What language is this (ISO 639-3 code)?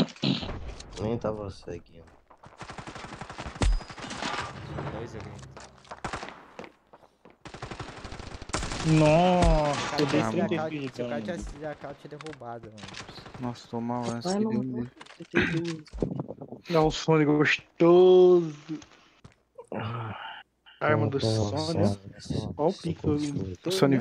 por